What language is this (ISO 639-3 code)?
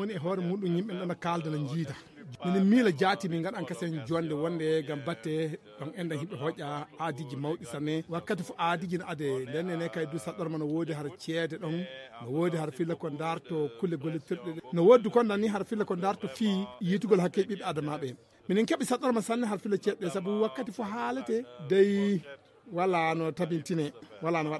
ful